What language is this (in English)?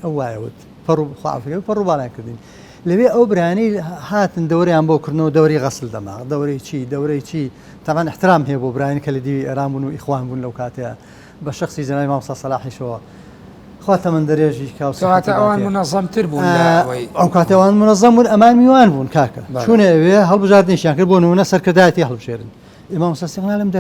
Central Kurdish